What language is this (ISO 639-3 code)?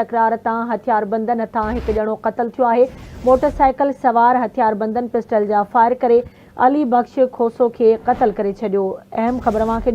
snd